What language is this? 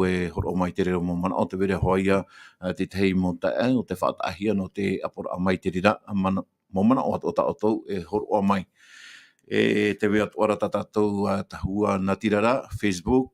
Tahitian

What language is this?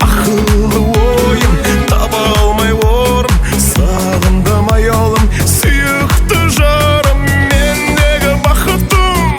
Kara-Kalpak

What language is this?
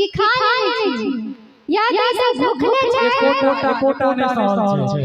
Maithili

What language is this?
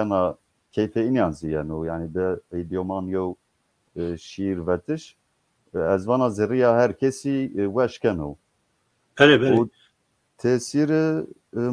Zaza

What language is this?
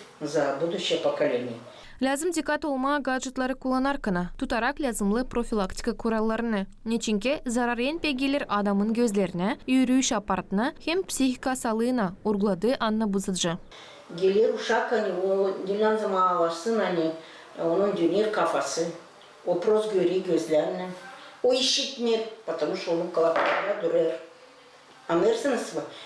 Gagauz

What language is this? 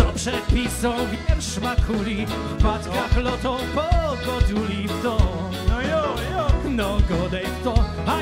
Silesian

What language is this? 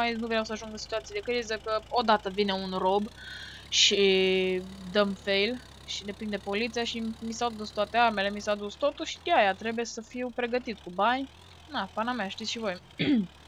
Romanian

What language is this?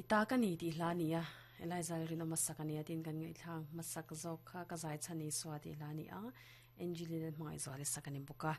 Mizo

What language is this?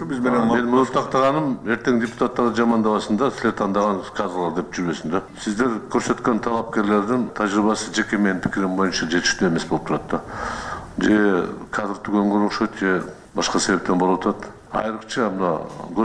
Kyrgyz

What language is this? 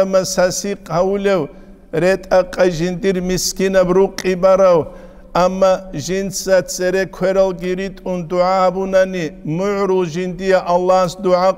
Avaric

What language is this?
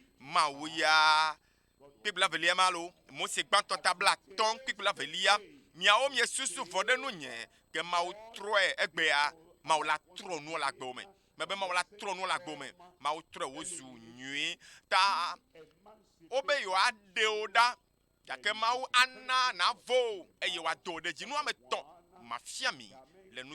Ewe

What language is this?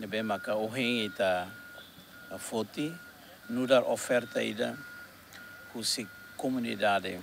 Tetum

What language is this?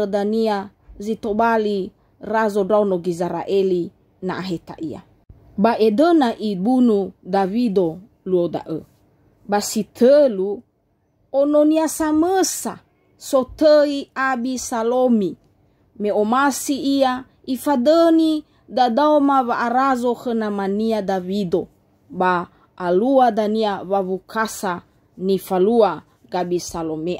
Nias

